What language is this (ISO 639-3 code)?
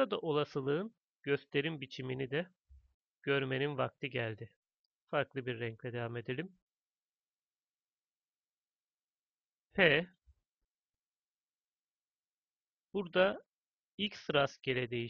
tur